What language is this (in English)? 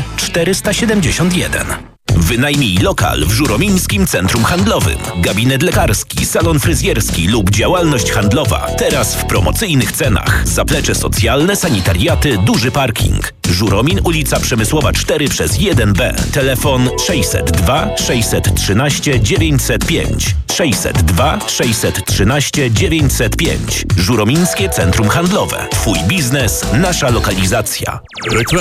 Polish